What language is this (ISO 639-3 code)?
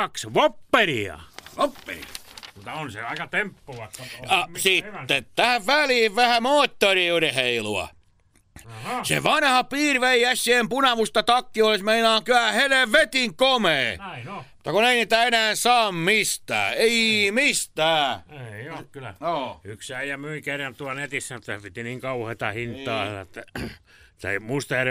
fin